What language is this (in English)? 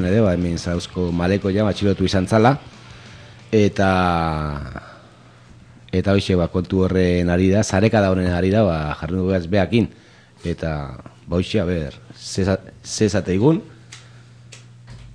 Basque